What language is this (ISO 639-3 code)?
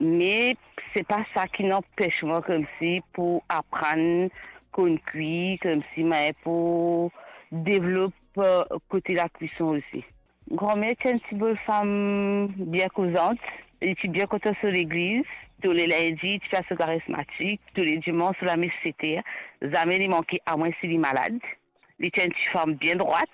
mfe